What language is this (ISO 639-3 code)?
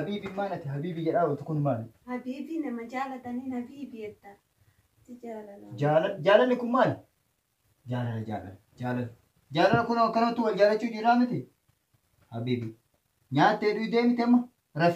orm